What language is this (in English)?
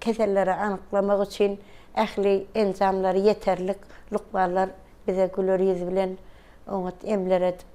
Turkmen